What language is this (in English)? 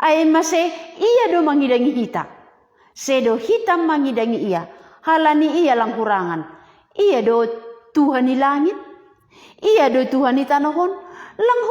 Batak Simalungun